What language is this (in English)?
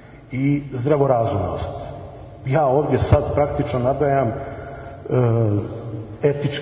Serbian